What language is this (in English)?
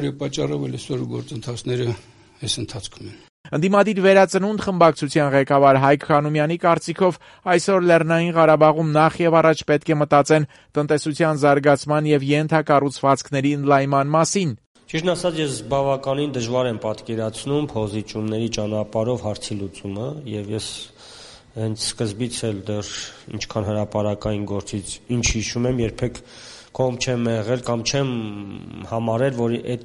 Armenian